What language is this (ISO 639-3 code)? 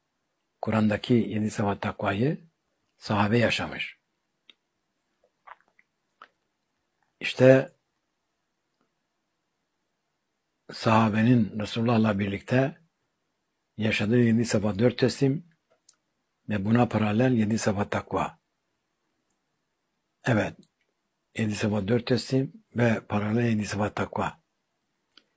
tur